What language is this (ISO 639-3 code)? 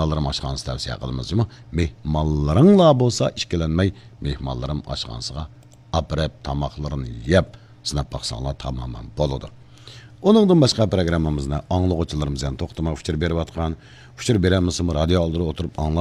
uig